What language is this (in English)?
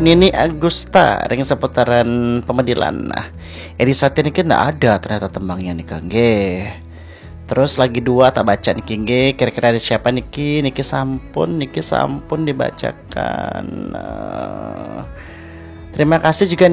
Balinese